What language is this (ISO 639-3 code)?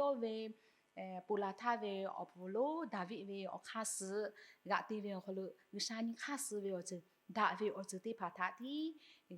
lhu